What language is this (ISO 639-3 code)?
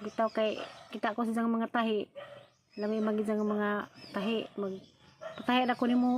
ceb